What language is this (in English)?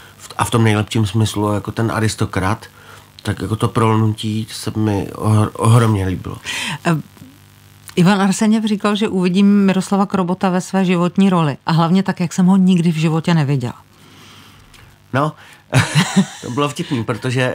Czech